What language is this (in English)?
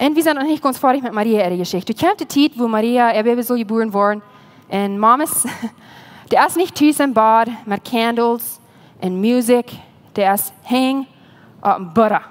Plautdietsch